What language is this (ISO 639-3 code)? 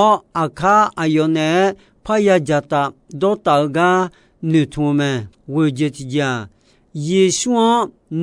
ahk